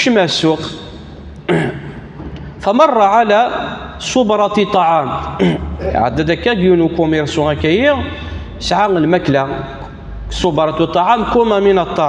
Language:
Kabyle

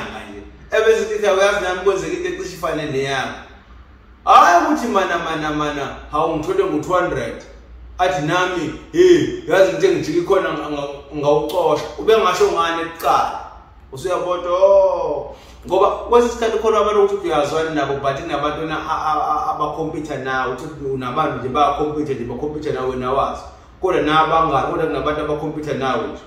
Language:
Zulu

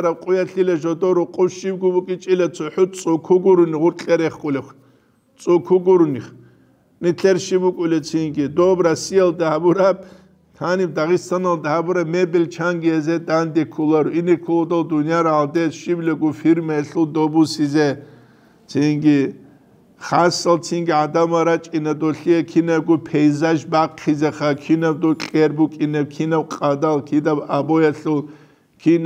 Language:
Avaric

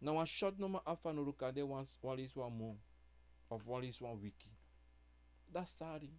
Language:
Sranan Tongo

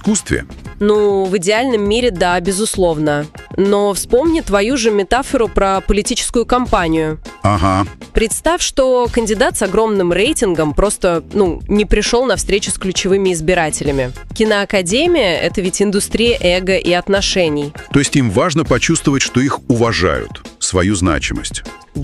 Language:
Russian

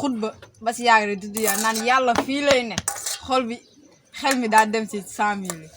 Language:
Wolof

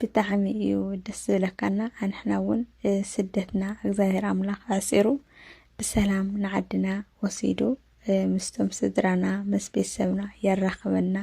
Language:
Tigrinya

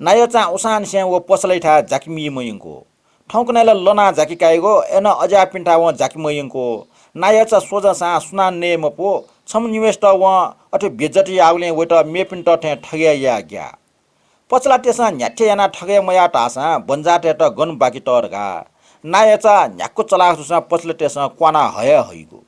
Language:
Newari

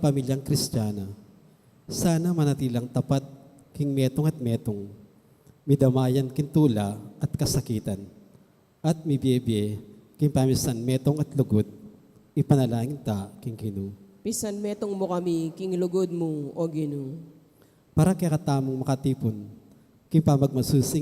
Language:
Pampanga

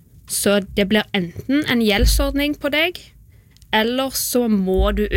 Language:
Norwegian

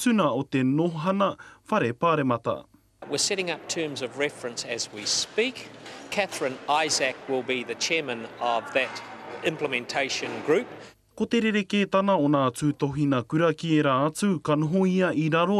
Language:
Māori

